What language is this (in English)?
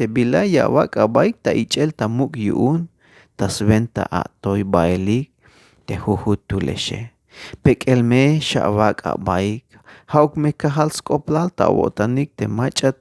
Tzeltal